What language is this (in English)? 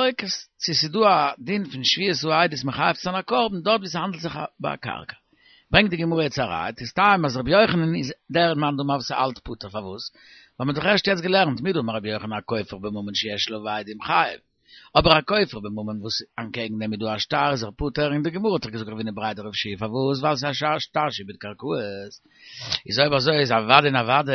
Yiddish